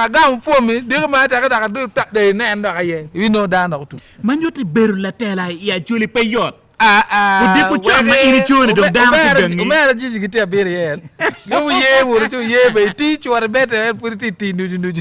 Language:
Acoli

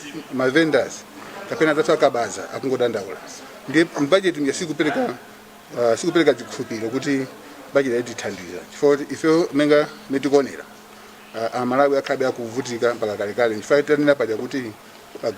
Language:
Nyanja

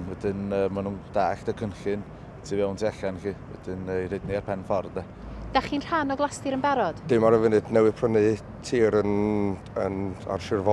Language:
Welsh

